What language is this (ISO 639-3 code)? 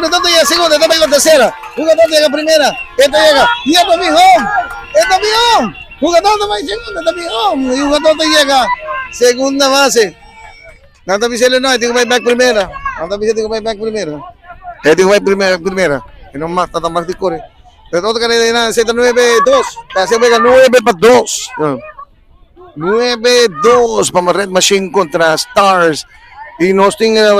pap